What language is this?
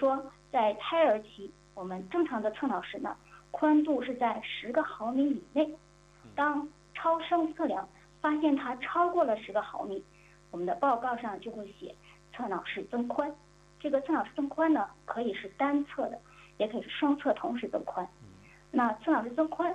Chinese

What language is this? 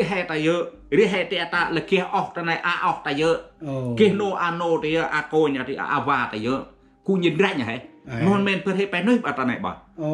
Central Mnong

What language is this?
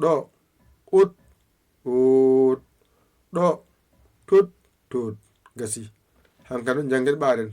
Fula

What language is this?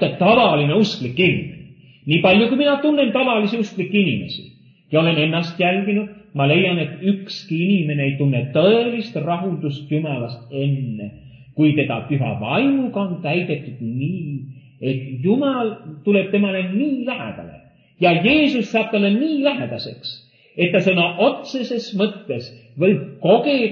Estonian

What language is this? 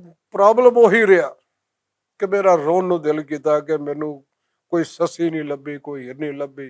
Western Panjabi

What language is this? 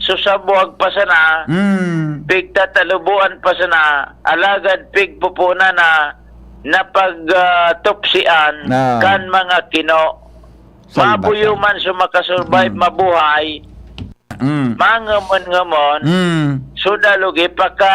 Bikol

